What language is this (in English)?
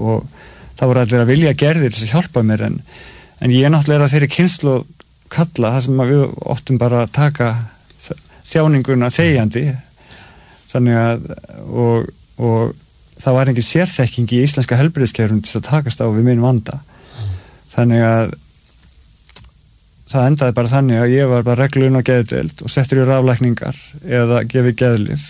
Icelandic